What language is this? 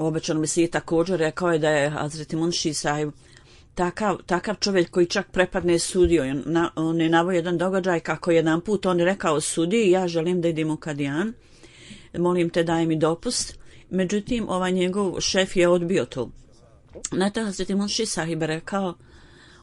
Bosnian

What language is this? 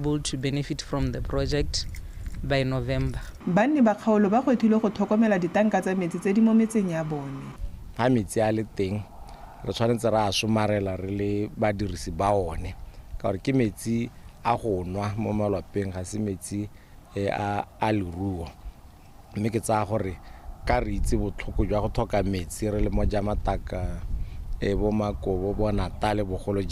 Tswana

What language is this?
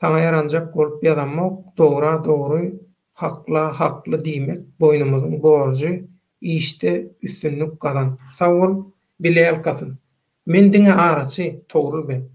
Turkmen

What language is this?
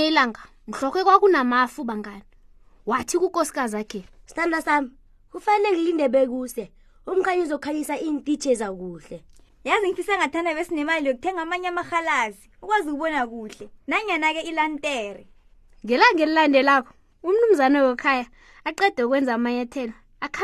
South Ndebele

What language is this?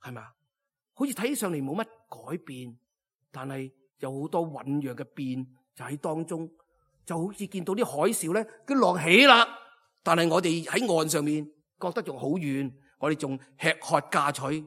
Cantonese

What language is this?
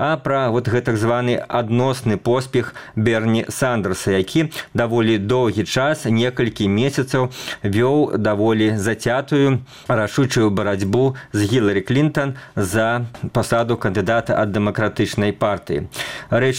Belarusian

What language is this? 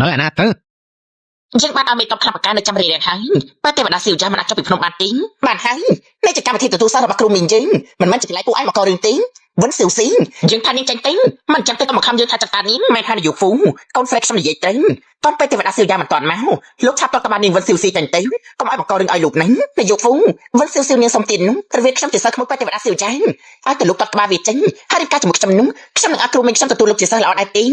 Khmer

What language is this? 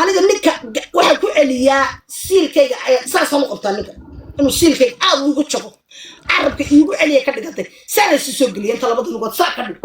Somali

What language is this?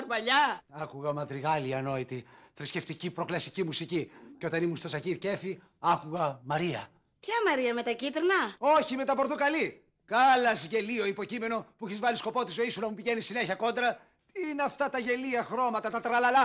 Greek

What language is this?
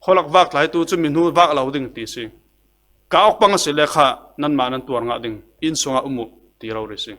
Falam Chin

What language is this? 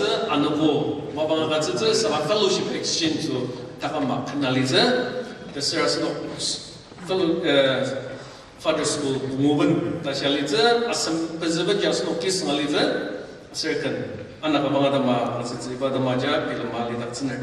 Ao Naga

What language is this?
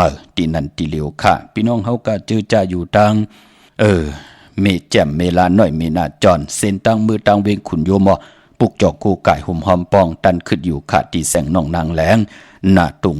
Shan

